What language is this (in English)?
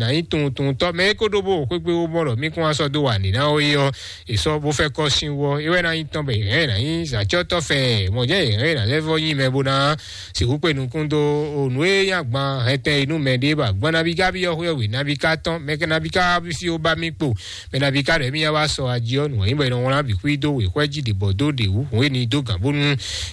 Fon